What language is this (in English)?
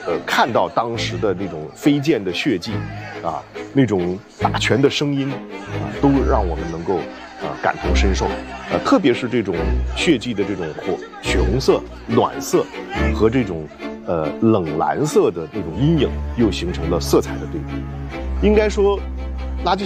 Chinese